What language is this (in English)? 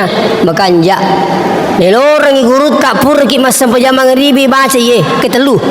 Buginese